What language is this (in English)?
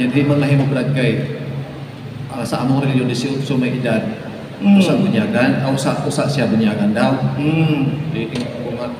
Cebuano